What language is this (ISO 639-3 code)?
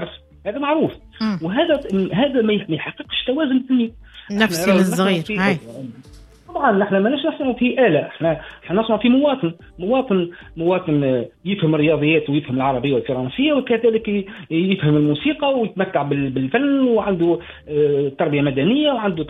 aeb